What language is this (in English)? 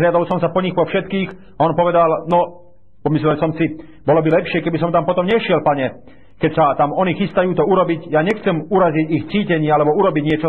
Slovak